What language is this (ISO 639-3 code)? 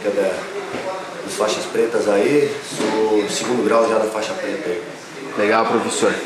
por